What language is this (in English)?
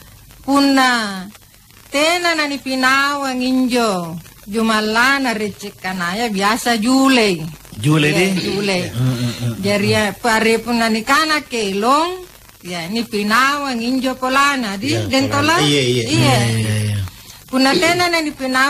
Makasar